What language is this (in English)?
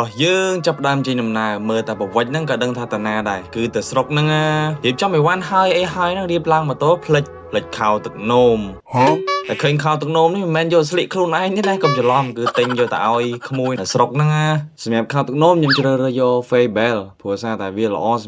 Khmer